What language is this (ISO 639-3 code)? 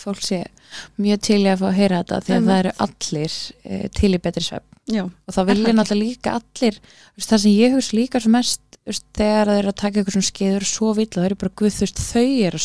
isl